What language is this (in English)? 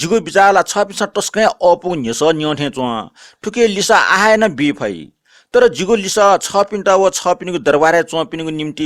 Newari